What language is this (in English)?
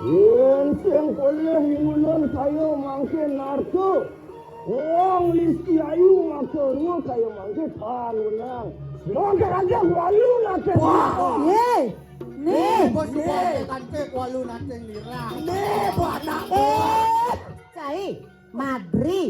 Balinese